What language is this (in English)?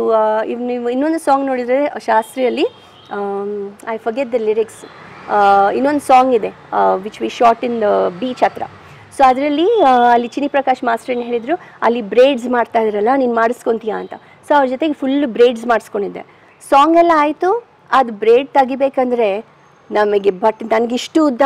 Kannada